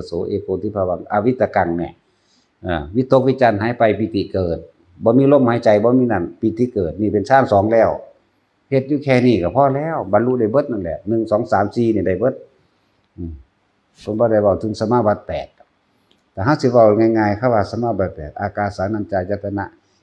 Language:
Northeastern Thai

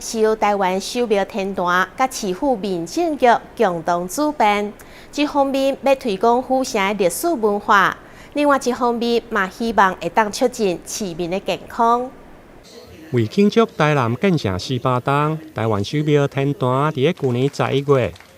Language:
Min Nan Chinese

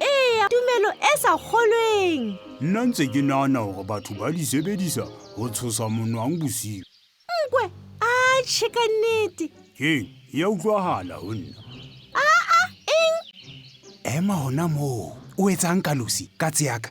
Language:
Southern Sotho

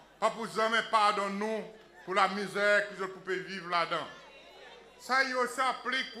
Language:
Seselwa Creole French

